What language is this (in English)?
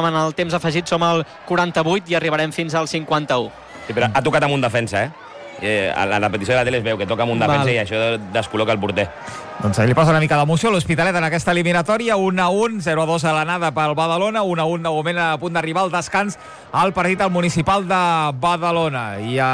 Catalan